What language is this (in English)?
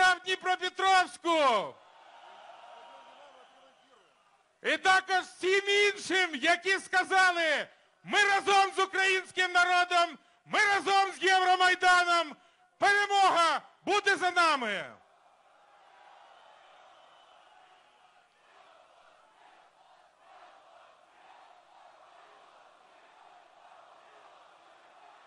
Ukrainian